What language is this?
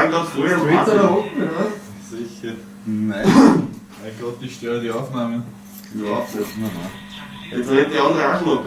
Bavarian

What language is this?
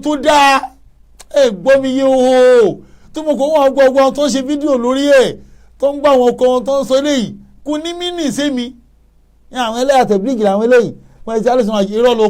Yoruba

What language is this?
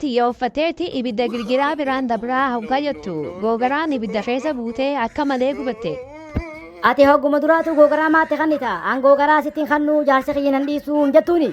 Oromo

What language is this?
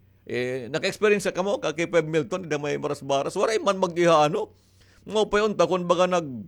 Waray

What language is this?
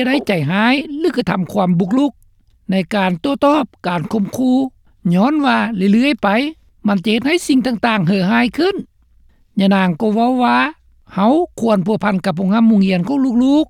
Lao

